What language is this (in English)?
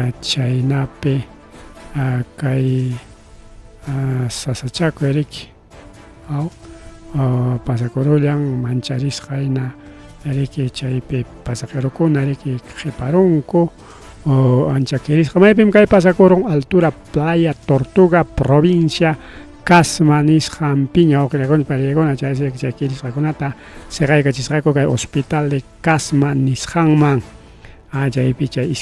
Ayacucho Quechua